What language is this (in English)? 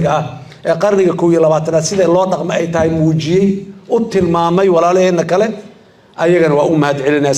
Somali